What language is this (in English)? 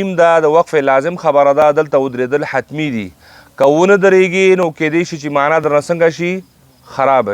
Pashto